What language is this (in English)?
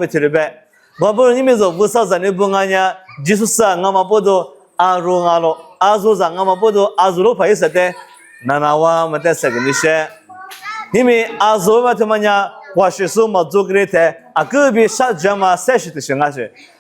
Lisu